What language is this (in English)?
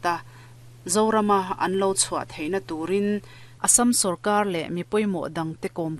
Mizo